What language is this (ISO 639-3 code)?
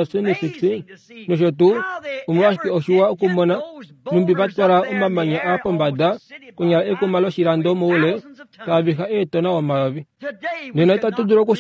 kua